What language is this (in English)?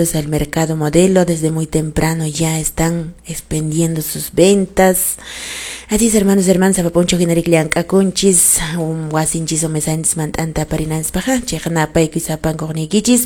Quechua